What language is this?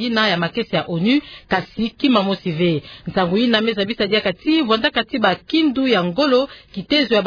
Kituba (Democratic Republic of Congo)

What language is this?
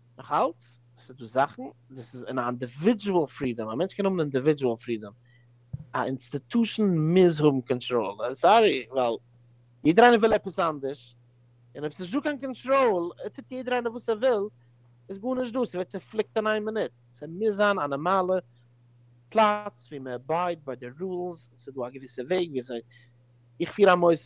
Yiddish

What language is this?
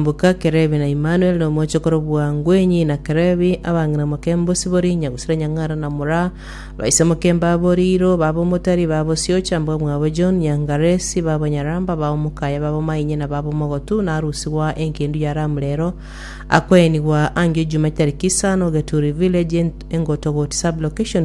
Gusii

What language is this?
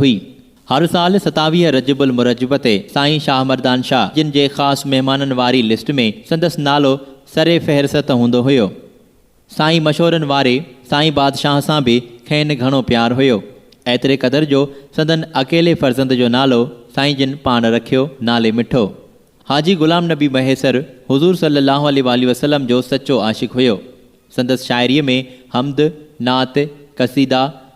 Sindhi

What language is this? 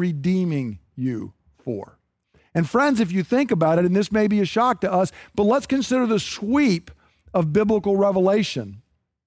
English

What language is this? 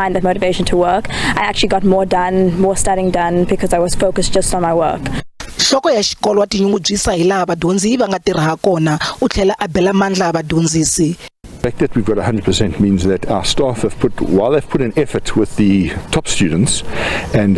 Tsonga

